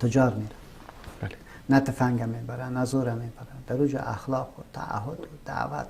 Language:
Persian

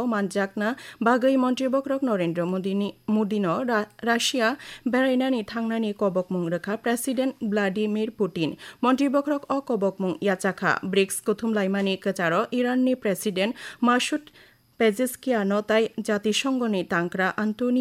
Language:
Kok Borok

